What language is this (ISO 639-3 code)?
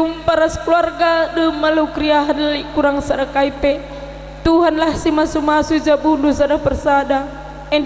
btx